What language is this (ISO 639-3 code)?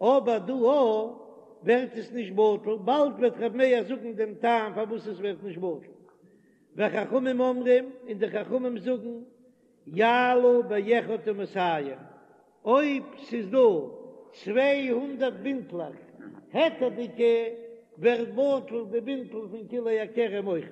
yid